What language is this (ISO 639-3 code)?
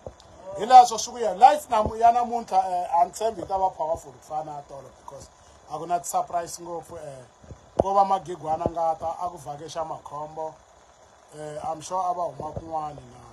tso